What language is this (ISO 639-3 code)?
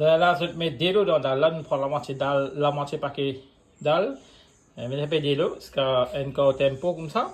mfe